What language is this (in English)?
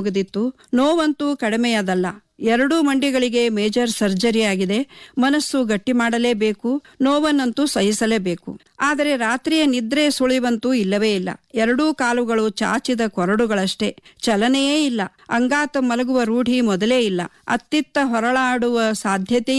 Kannada